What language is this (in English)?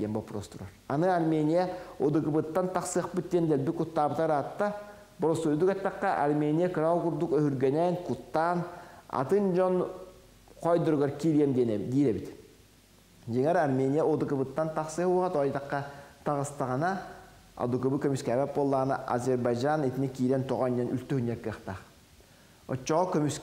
Yakut